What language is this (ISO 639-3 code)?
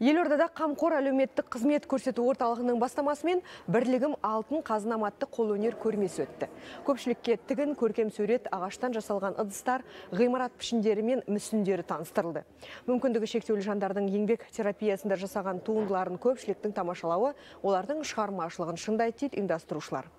kaz